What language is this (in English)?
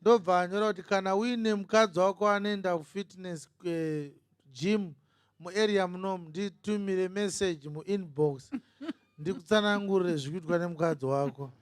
Shona